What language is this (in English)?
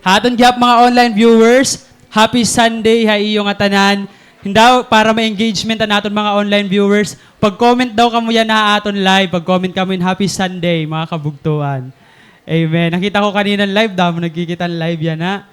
Waray